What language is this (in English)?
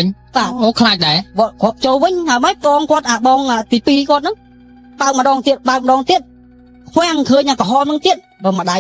Khmer